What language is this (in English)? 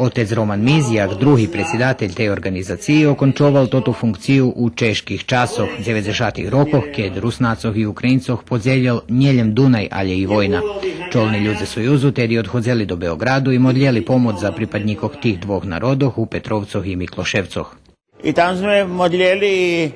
Rusyn